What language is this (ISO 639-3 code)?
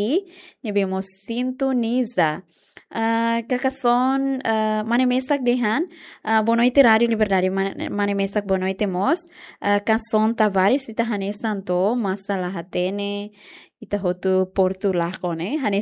tet